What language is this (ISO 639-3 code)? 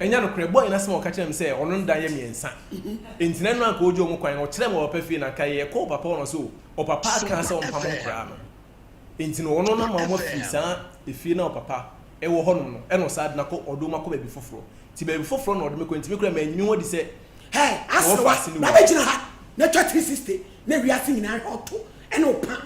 aka